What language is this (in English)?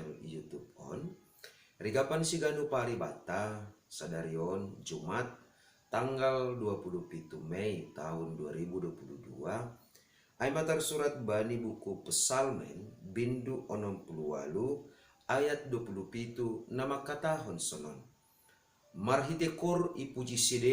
Batak Simalungun